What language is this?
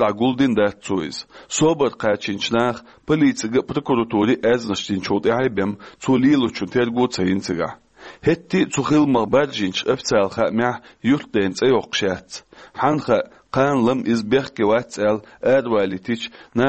Chechen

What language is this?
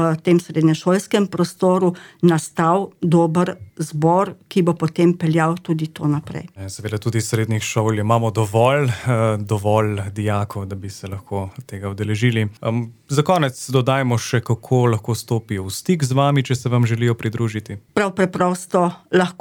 Slovenian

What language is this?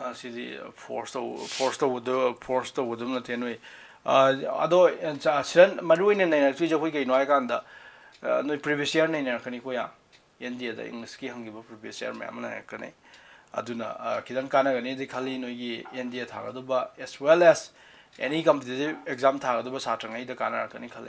Manipuri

